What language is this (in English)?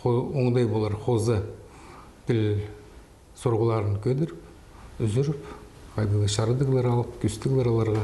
Khakas